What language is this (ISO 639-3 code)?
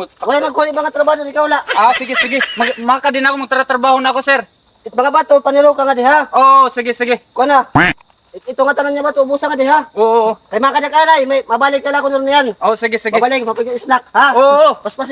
war